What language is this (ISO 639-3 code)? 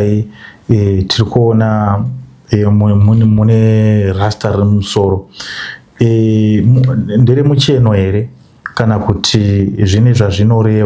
sna